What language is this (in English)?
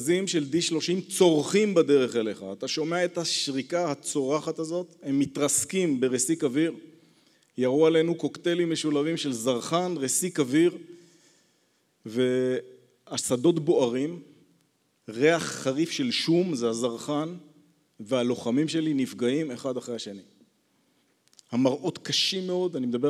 Hebrew